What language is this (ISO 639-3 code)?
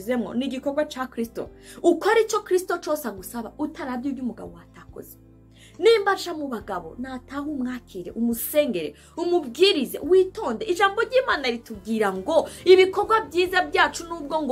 run